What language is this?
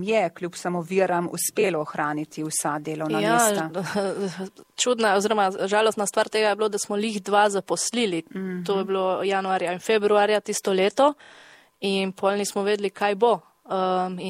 Slovenian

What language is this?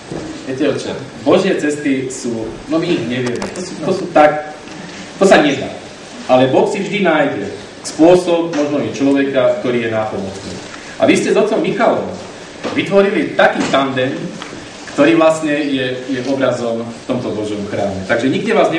Slovak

